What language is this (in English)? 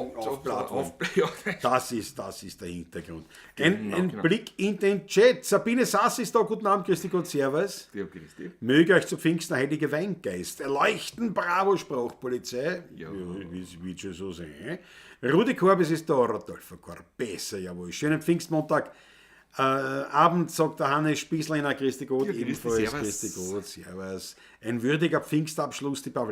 Bavarian